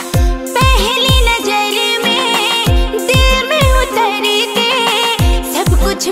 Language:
Chhattisgarhi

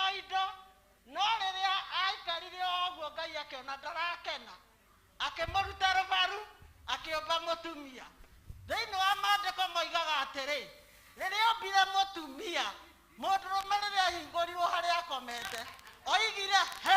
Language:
Kikuyu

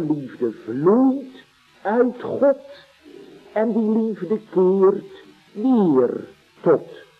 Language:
Dutch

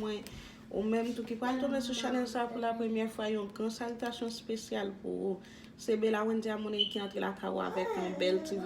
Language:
Haitian Creole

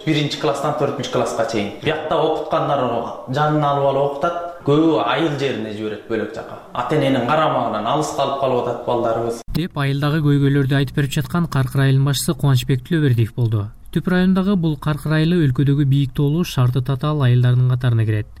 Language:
Kyrgyz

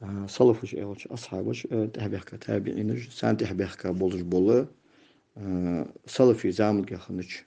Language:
Ingush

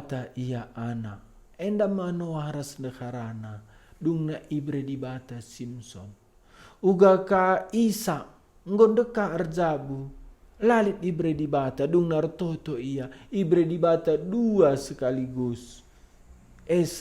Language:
Batak Karo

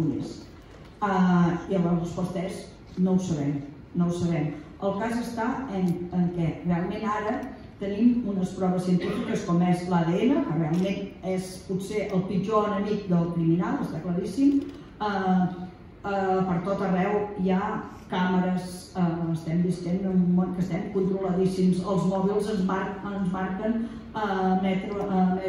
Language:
Catalan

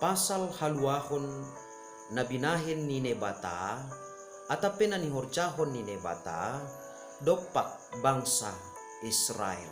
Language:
Batak Simalungun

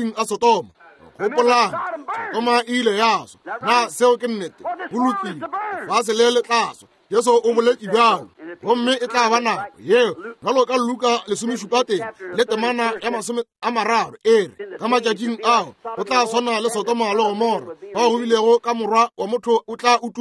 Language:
Northern Sotho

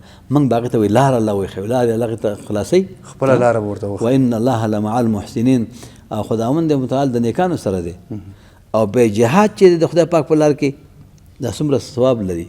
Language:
Pashto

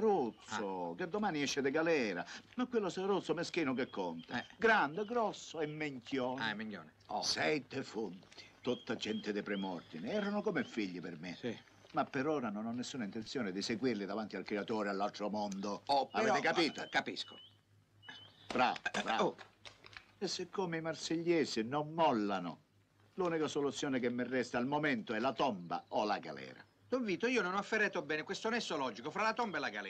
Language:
Italian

